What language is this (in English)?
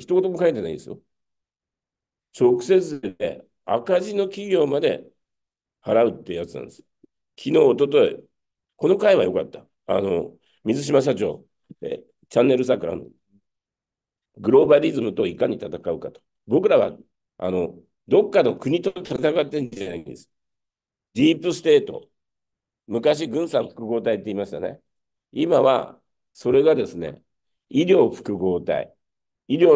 Japanese